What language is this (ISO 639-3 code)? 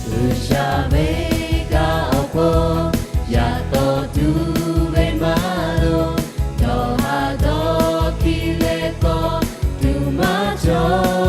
lhu